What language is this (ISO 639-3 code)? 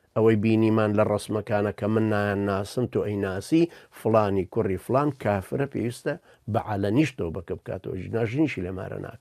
ckb